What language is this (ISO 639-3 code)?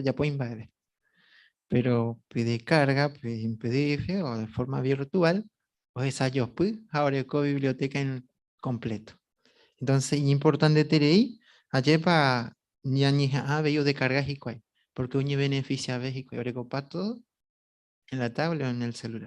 grn